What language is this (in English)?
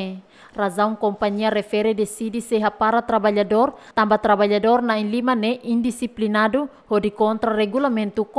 Tetum